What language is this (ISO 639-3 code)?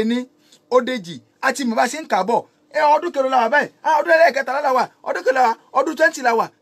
yor